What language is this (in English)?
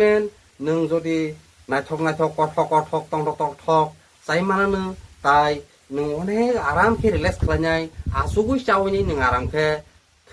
Kok Borok